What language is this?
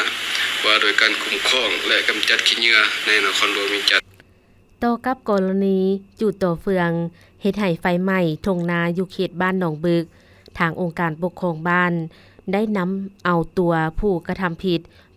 Lao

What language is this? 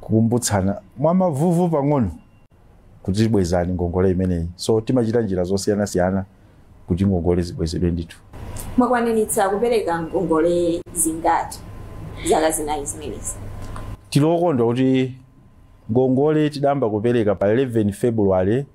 Nyanja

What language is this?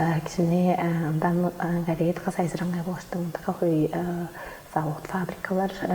Tuvinian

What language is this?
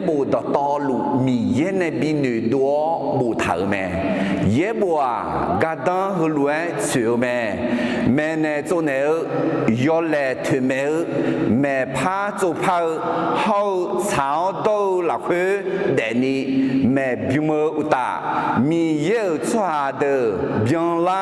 Akha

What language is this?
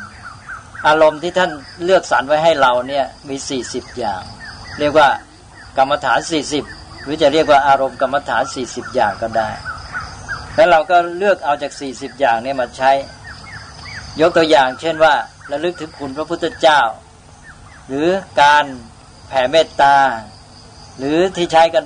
Thai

